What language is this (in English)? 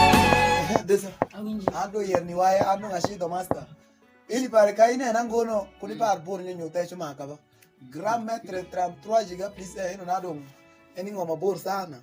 Alur